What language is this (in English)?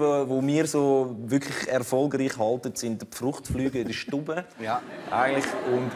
Swiss German